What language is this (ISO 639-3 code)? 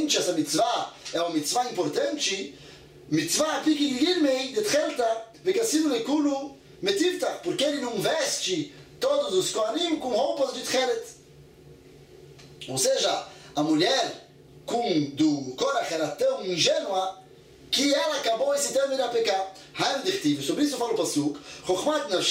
por